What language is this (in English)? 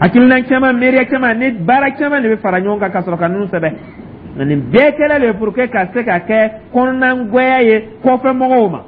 Dyula